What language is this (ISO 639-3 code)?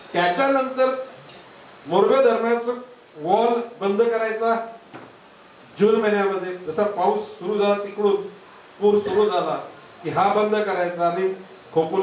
mar